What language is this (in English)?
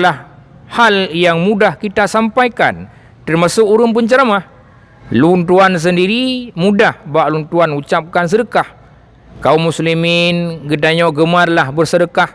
Achinese